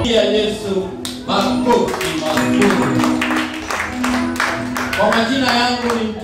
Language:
Swahili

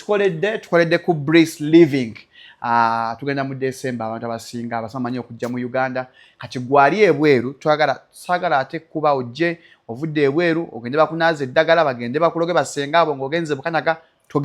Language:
Ganda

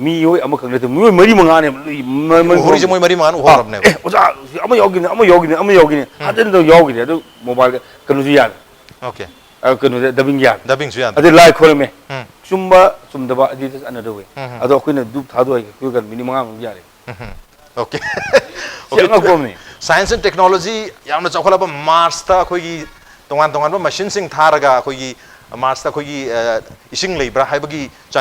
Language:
Manipuri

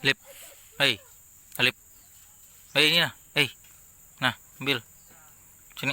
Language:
Banjar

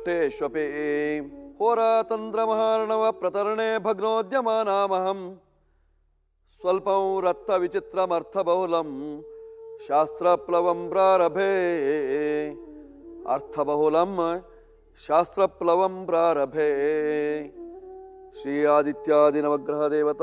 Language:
Kannada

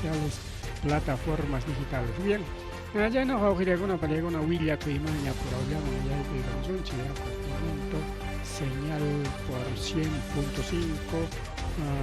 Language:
Ayacucho Quechua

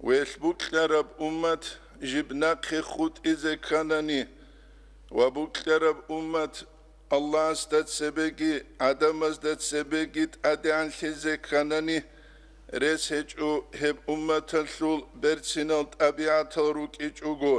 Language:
Avaric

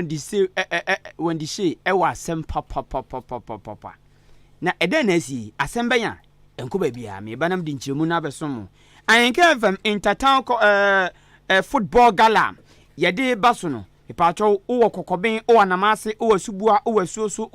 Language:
Akan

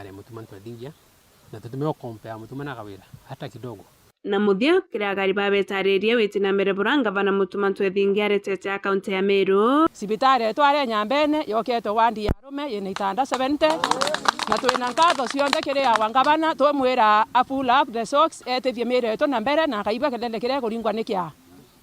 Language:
Meru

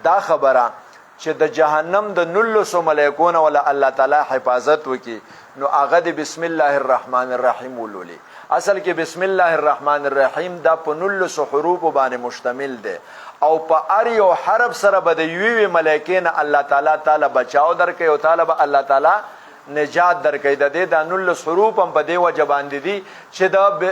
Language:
Pashto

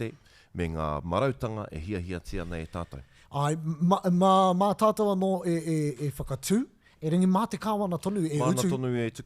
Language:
Māori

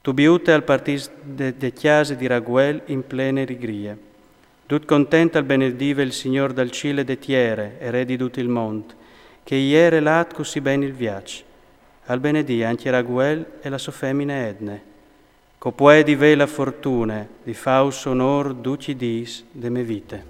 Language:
Friulian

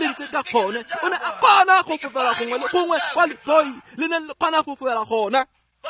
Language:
Tswana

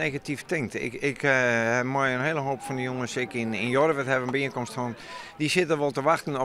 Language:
Western Frisian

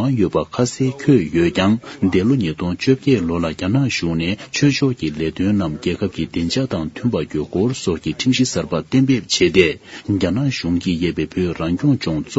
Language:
Tibetan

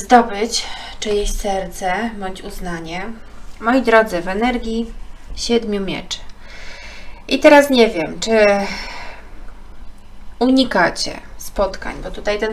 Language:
Polish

